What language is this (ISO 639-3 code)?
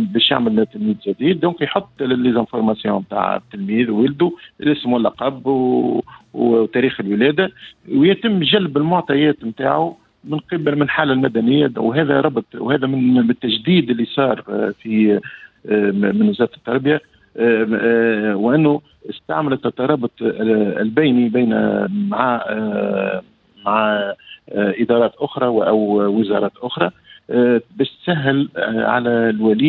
aeb